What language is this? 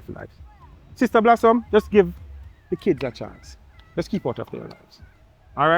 Jamaican Creole English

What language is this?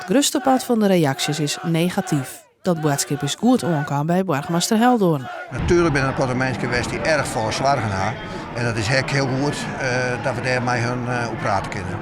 Western Frisian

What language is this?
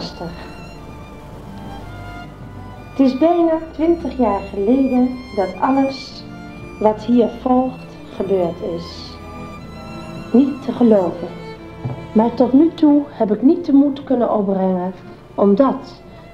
Dutch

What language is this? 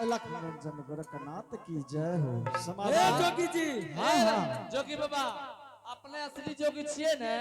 Angika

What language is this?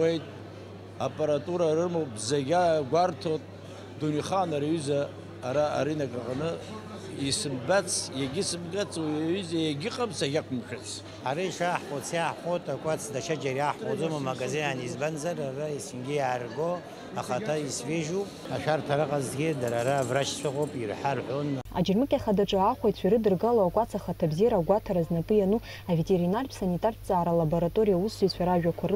Abkhazian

